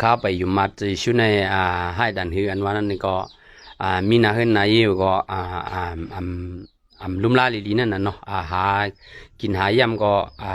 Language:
Shan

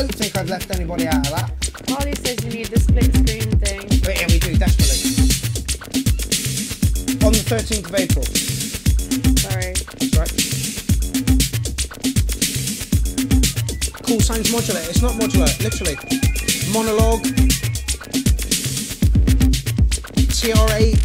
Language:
English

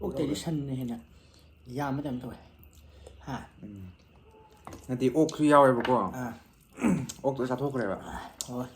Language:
Manipuri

